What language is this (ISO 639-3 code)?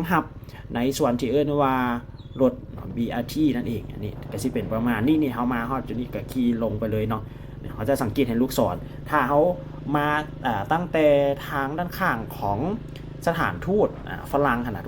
lao